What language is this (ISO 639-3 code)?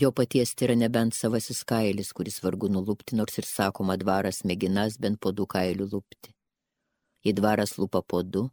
lit